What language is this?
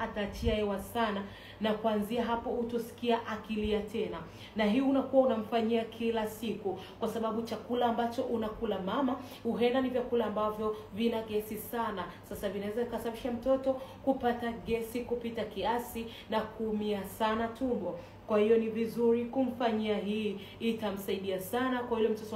Swahili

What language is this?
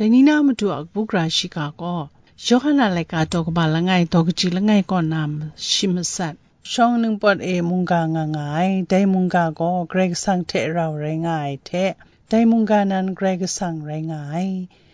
Kachin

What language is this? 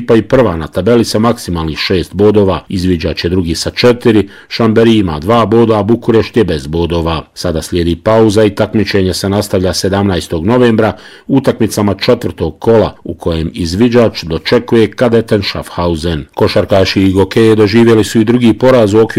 Bosnian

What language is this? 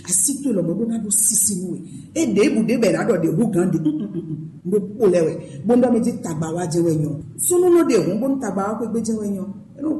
Fon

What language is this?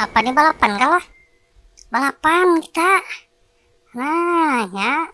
Banjar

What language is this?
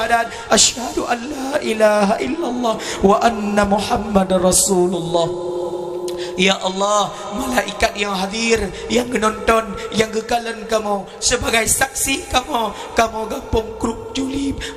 Achinese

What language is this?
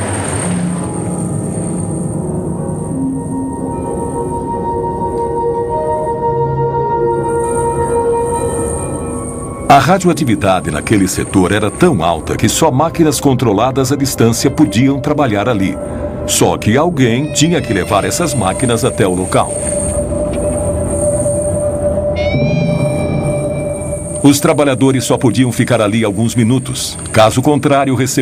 Portuguese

